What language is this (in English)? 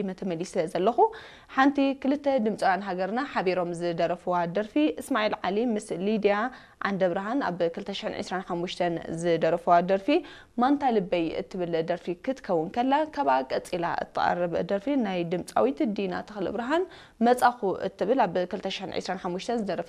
Tigrinya